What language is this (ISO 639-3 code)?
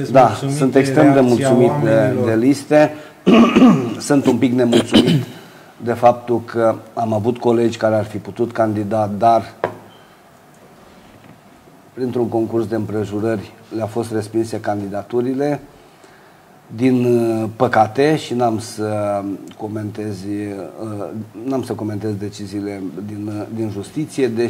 ron